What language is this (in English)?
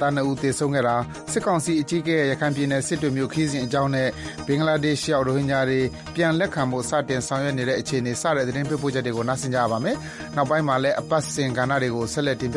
Burmese